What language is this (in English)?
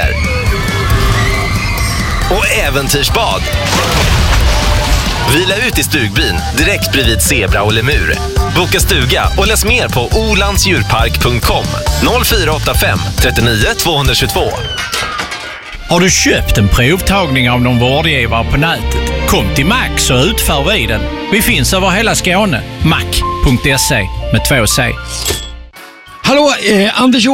Swedish